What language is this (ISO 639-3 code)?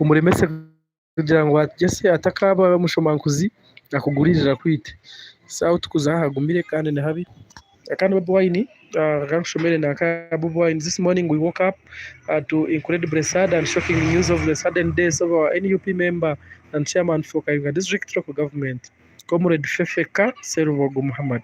nyn